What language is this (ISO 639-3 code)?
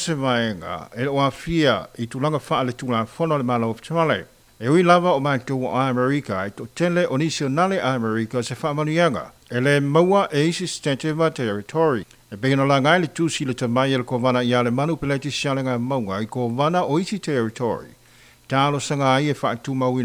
smo